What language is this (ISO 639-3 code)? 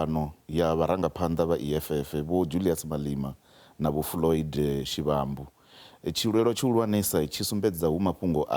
ven